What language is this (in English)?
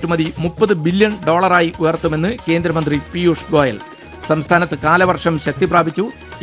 Malayalam